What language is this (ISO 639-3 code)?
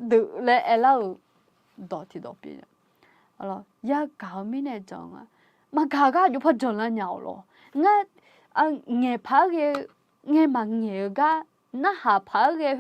ahk